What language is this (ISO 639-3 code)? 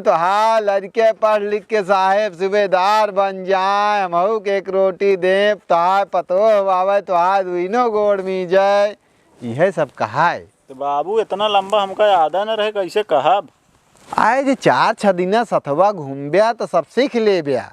awa